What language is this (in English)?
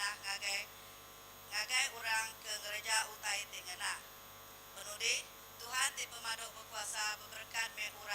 Iban